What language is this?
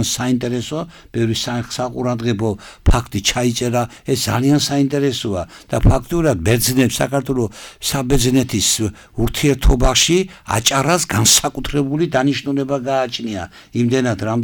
Georgian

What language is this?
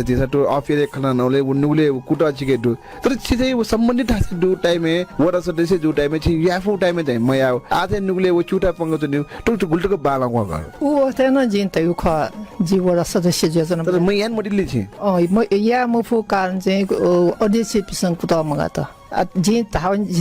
Newari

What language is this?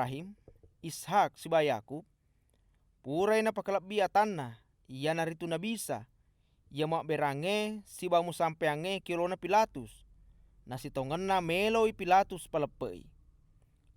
Buginese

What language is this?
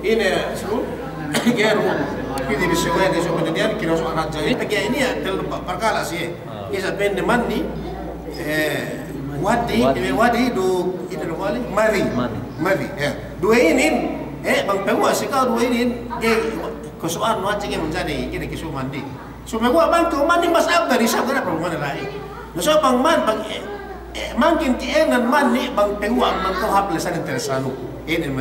Yakan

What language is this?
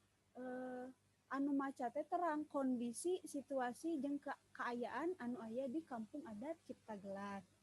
Sundanese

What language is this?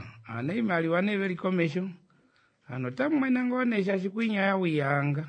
Kuanyama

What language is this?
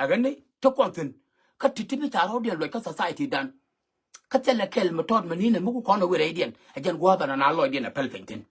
Nuer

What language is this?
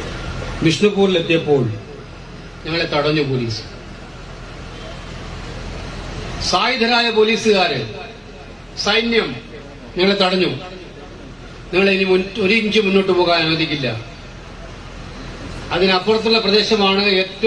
Malayalam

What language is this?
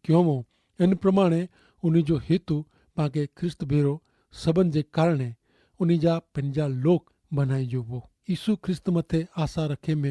Kachhi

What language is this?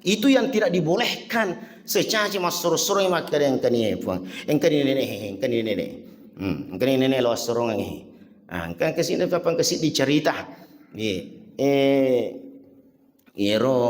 Buginese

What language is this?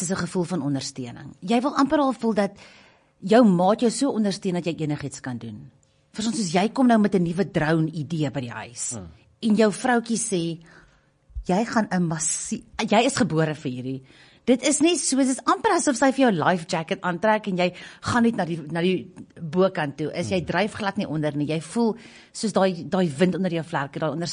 Afrikaans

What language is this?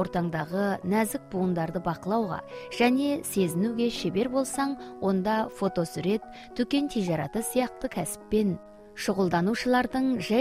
Kazakh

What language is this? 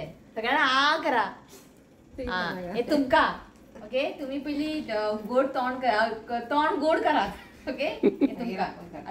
Konkani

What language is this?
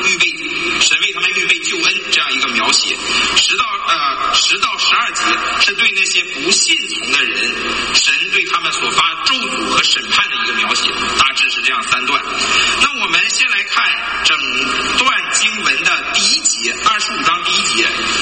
Chinese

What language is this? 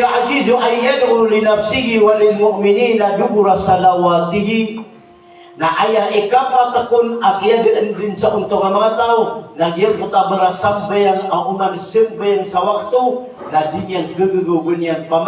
Maranao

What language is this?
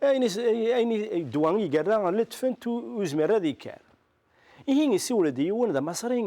Kabyle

